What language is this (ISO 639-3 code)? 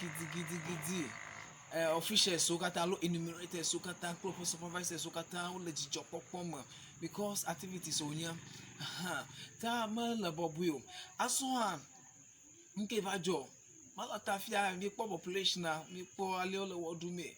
ewe